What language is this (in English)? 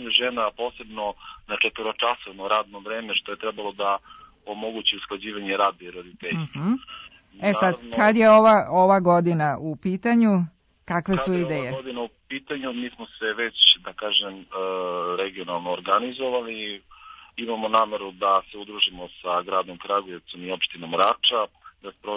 Serbian